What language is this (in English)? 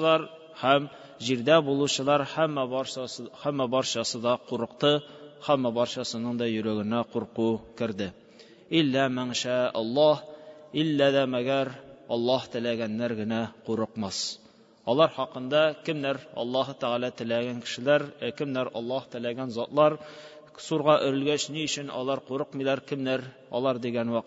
Tatar